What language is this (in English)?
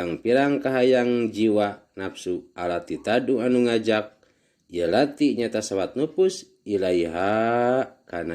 Sundanese